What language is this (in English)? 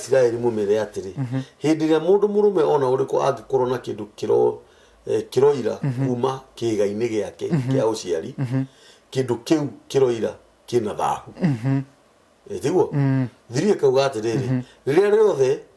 Kikuyu